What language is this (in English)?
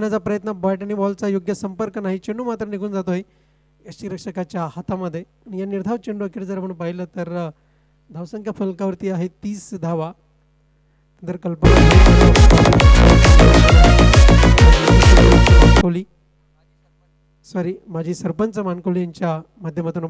Marathi